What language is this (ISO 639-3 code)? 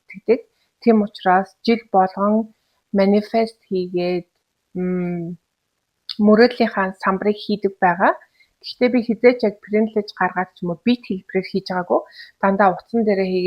mon